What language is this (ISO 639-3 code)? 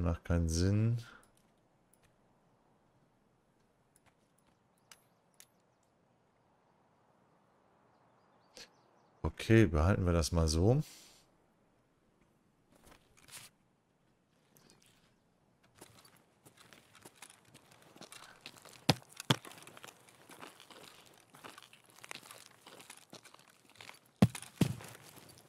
deu